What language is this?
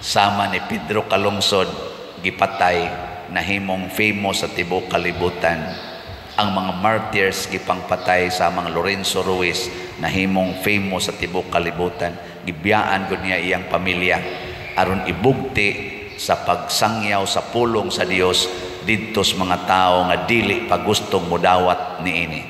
Cebuano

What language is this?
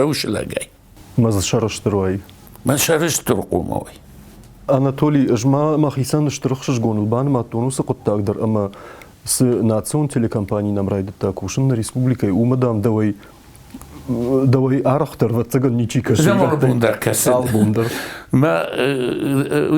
Ossetic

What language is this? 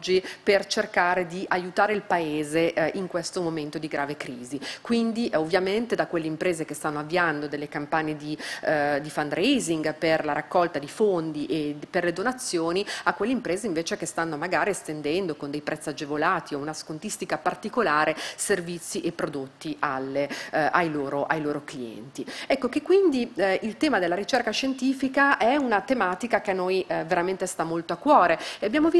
Italian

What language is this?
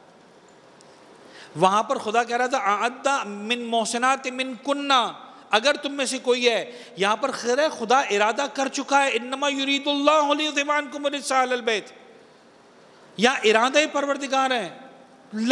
Urdu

